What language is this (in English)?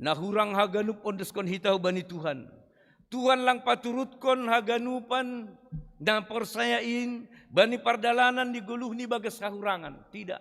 Batak Simalungun